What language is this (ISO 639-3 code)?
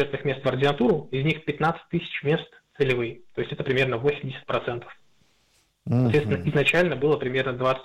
rus